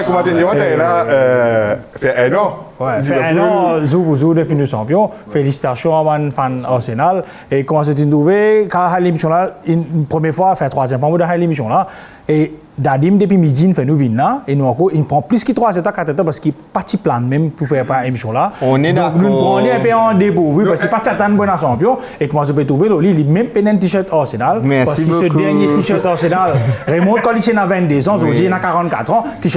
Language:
Morisyen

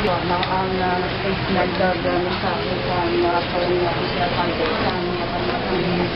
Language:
Hiligaynon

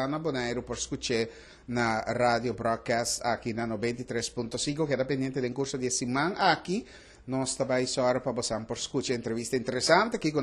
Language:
Papiamento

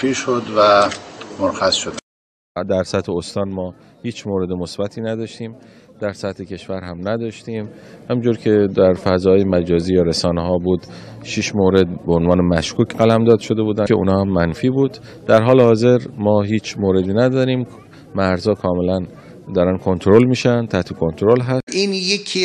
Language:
Persian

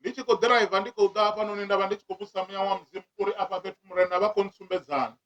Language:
Venda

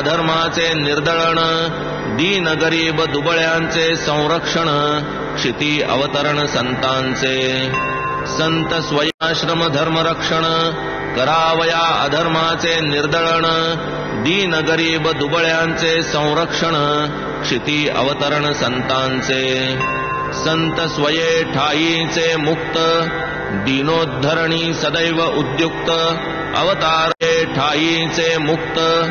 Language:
Marathi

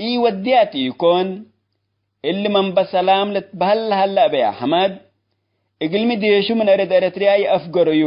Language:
Tigre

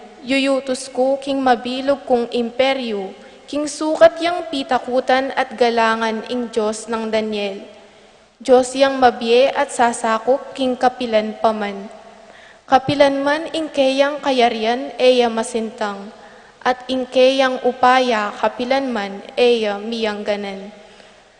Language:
Pampanga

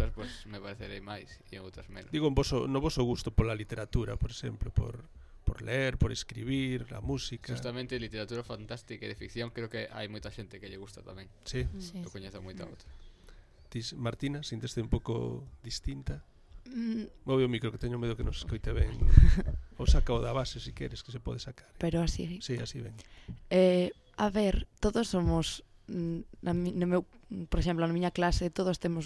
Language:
Galician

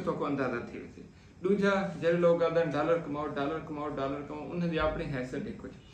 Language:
Saraiki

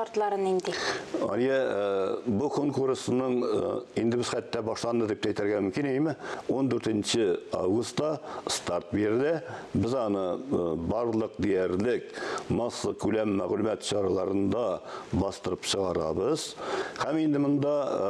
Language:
Tatar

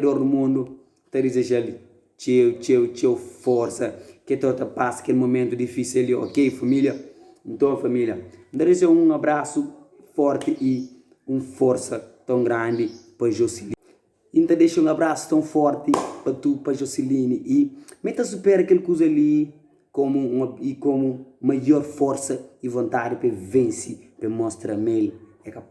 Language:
Kabuverdianu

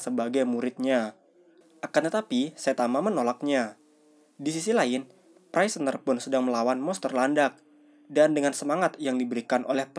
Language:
Indonesian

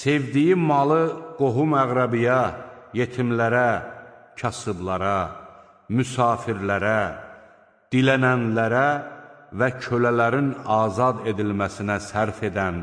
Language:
Azerbaijani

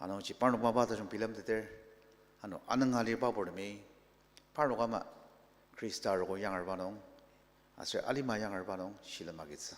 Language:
Ao Naga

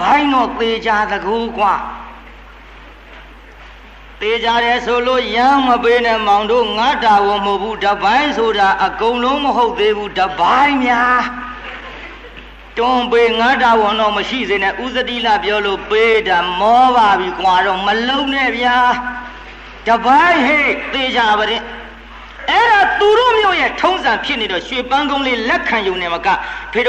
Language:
Burmese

